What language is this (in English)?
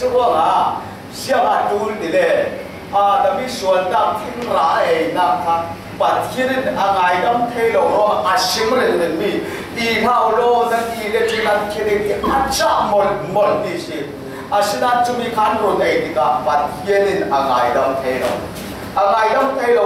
Falam Chin